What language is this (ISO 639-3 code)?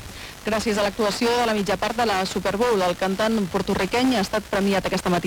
cat